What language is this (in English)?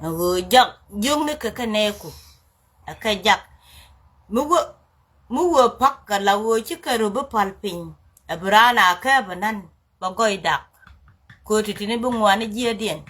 Nuer